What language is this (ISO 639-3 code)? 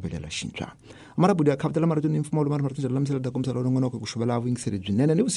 tso